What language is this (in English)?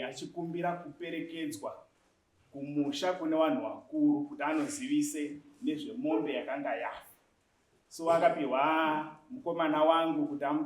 Shona